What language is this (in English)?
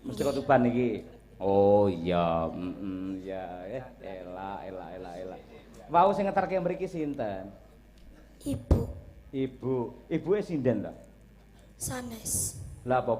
Javanese